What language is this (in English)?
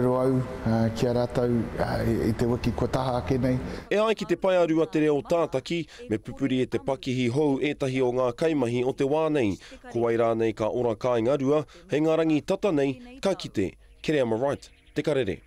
Māori